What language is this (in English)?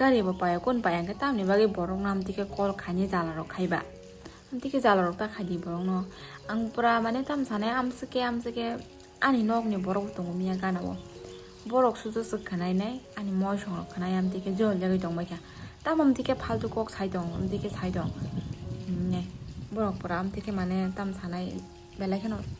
Kok Borok